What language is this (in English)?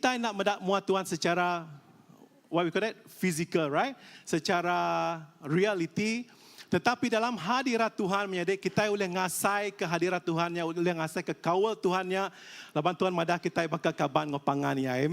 Iban